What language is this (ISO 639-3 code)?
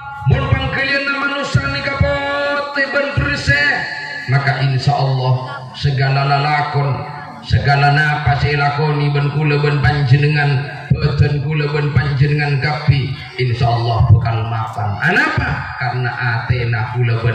mad